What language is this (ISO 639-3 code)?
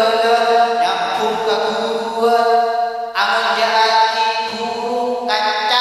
mad